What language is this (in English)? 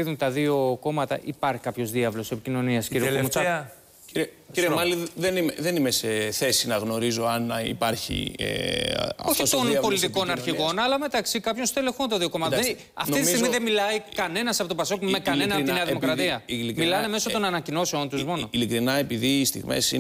Greek